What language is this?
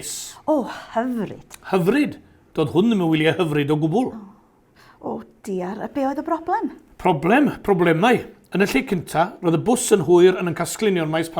Welsh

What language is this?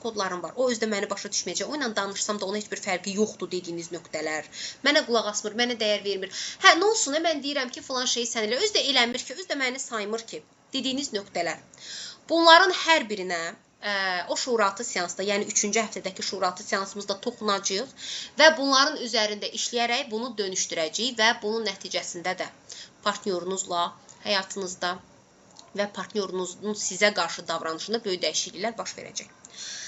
Azerbaijani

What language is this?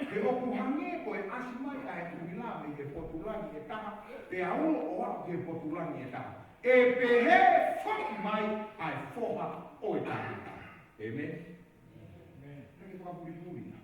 Tongan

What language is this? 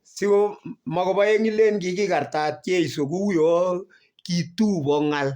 Kalenjin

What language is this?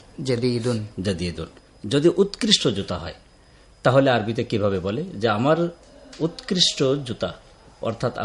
Bangla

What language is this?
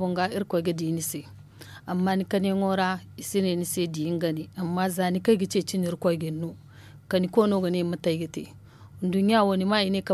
Zarma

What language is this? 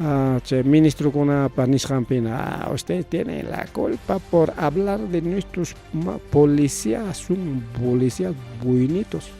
Ayacucho Quechua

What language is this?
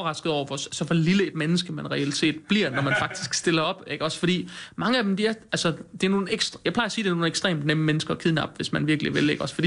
Danish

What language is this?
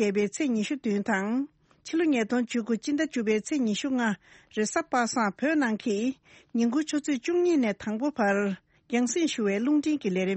Tibetan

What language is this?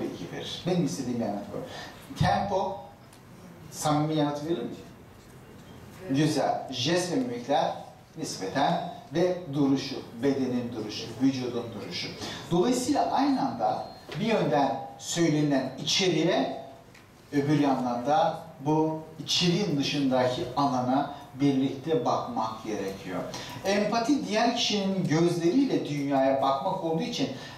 Turkish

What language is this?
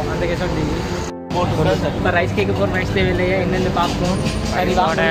Tamil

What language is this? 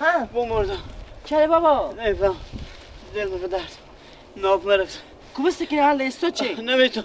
Persian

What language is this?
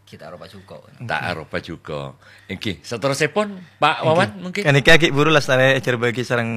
Madurese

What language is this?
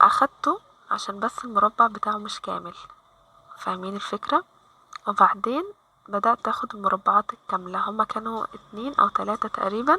Egyptian Arabic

